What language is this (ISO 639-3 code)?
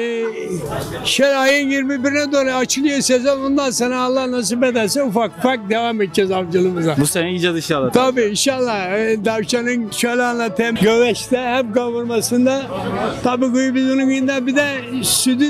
tur